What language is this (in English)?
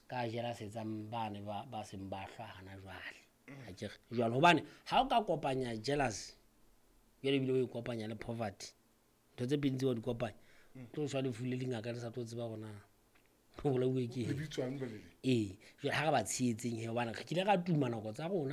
Southern Sotho